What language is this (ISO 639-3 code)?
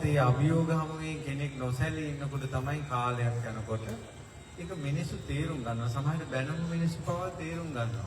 sin